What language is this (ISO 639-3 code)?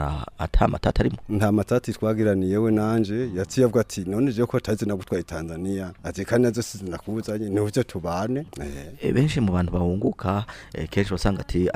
run